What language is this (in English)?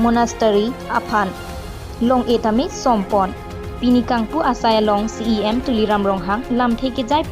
Karbi